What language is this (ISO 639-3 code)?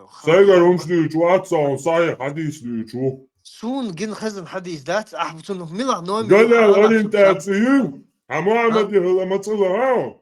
che